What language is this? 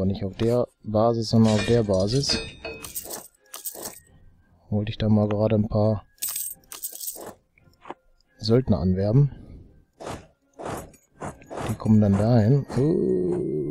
German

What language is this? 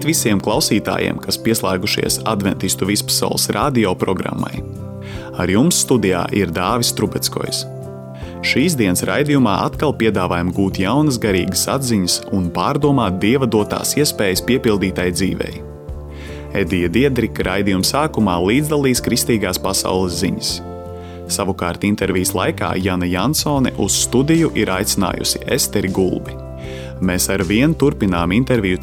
Latvian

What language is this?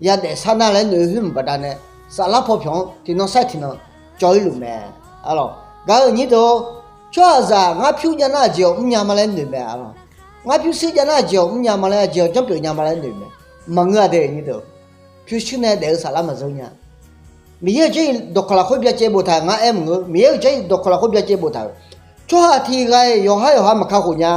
Akha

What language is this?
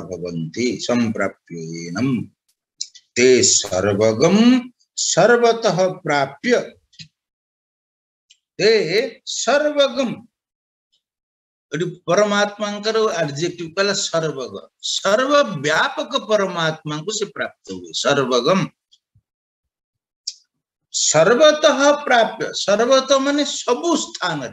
Odia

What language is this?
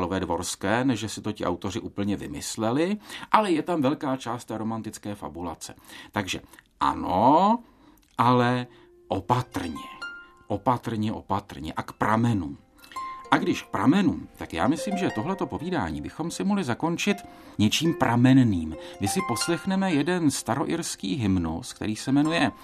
Czech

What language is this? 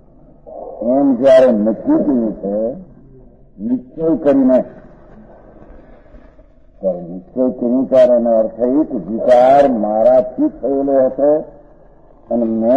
Gujarati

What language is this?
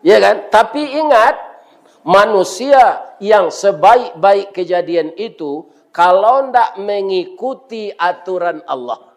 Minangkabau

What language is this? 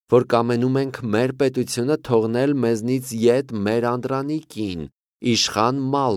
Armenian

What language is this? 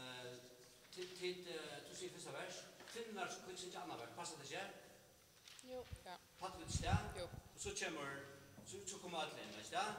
Faroese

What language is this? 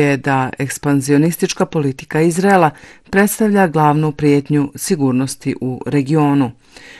Bosnian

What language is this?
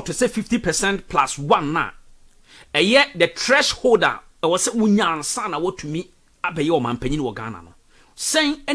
Akan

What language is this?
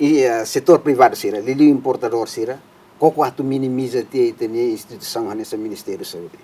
Tetum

